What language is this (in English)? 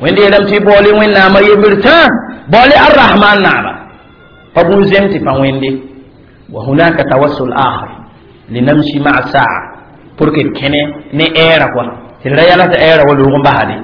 Mossi